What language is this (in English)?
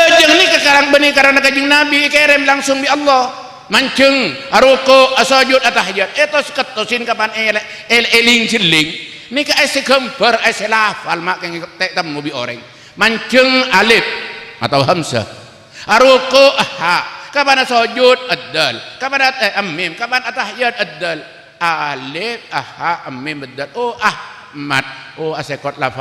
Madurese